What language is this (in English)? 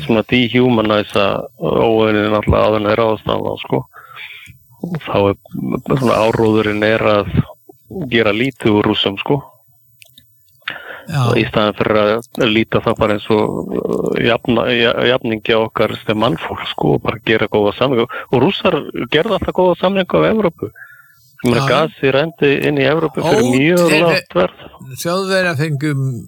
Icelandic